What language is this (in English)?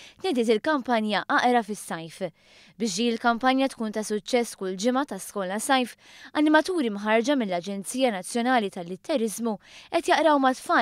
Maltese